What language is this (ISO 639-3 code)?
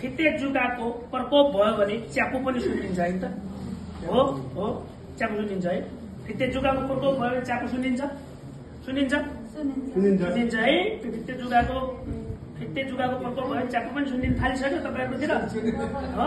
nep